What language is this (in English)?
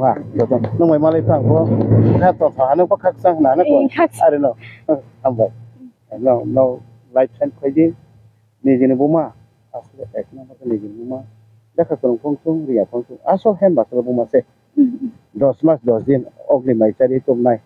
Kok Borok